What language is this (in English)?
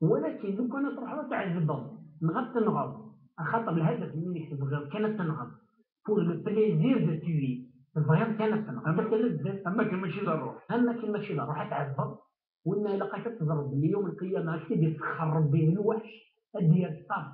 Kabyle